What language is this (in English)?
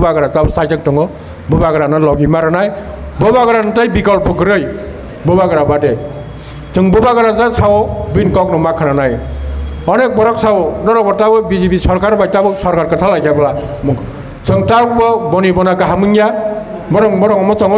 Kok Borok